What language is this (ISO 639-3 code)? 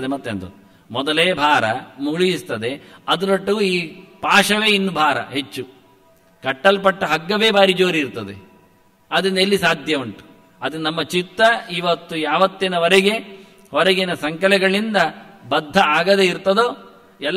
kan